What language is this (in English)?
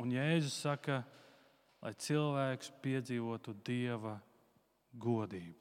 Latvian